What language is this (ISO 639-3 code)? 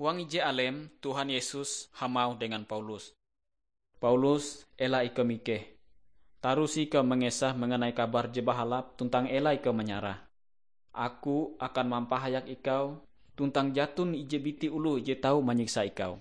nij